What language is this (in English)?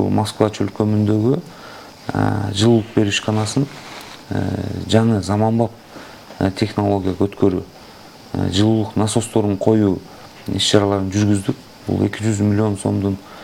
Kyrgyz